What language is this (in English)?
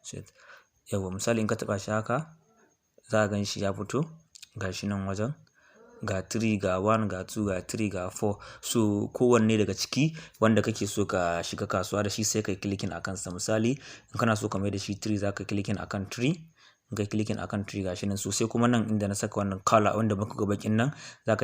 Hausa